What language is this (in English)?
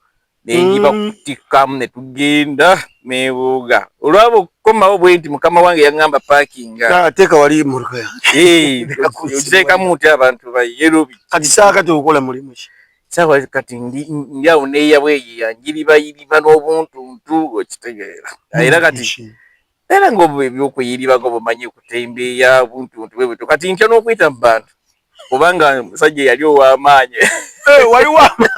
Ganda